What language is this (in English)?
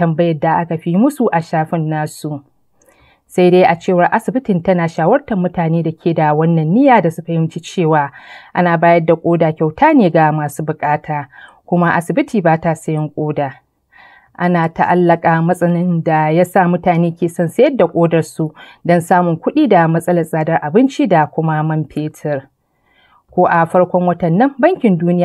Hausa